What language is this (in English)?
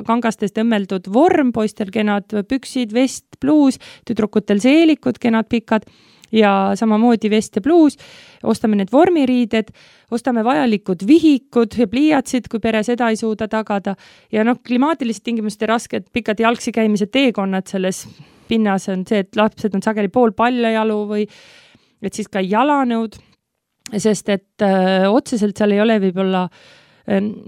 Estonian